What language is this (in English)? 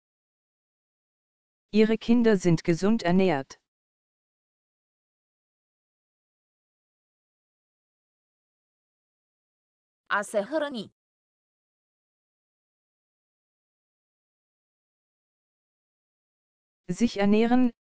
Romanian